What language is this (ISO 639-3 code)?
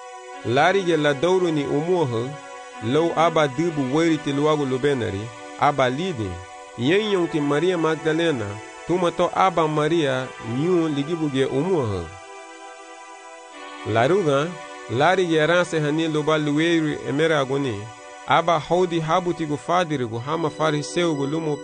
cab